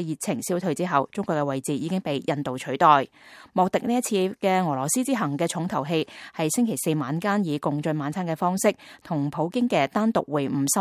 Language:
Cantonese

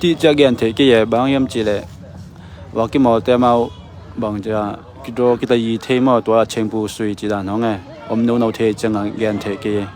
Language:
Tedim Chin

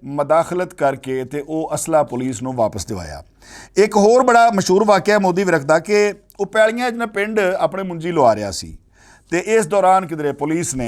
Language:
Western Panjabi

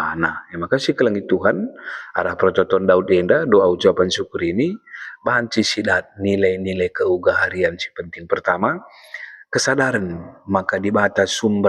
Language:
Batak Karo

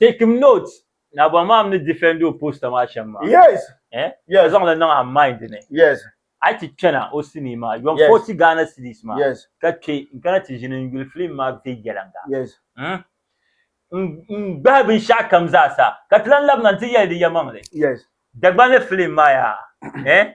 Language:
Dagbani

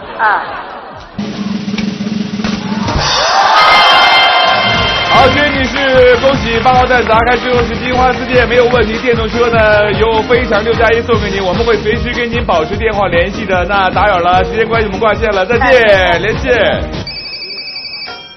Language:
Chinese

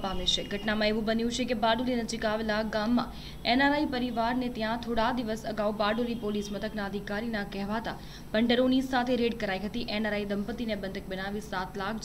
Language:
Gujarati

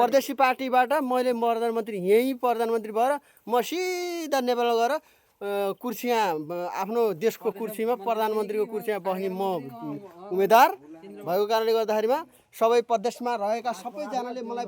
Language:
Nepali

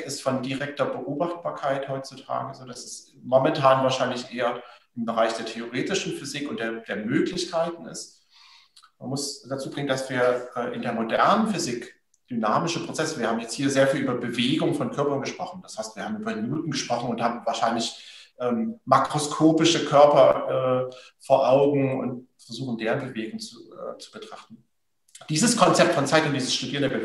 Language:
German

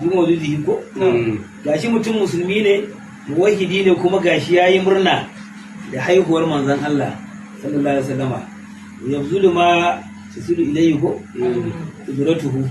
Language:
Hausa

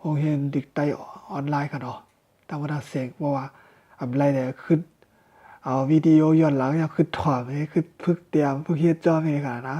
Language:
Shan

